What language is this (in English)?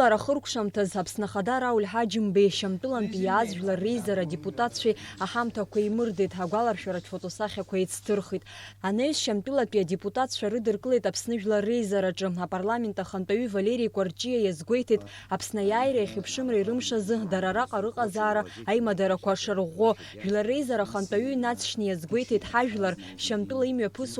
Abkhazian